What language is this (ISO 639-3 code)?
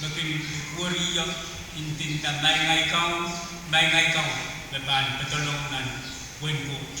pon